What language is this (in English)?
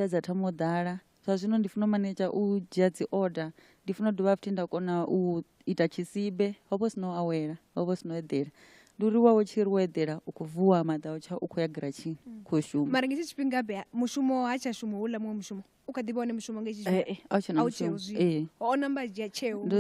Venda